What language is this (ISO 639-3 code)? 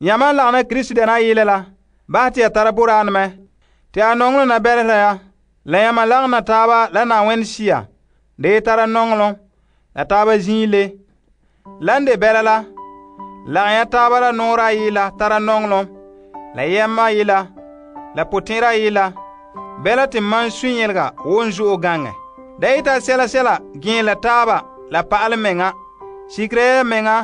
gur